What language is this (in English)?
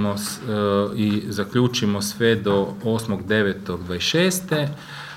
Croatian